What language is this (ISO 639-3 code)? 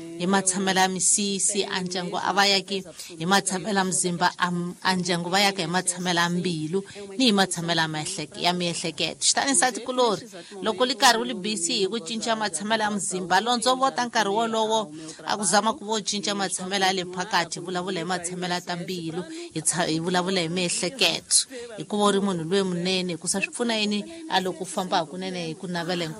tso